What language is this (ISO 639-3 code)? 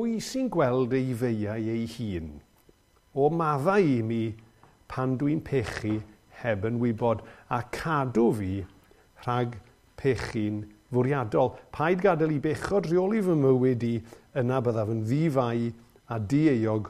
cym